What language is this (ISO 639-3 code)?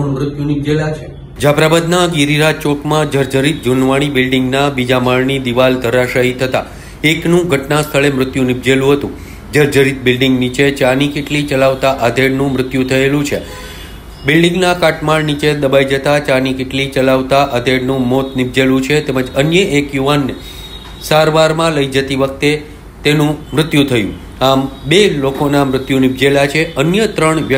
guj